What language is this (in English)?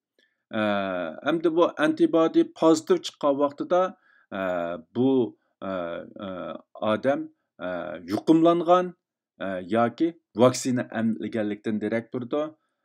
Uyghur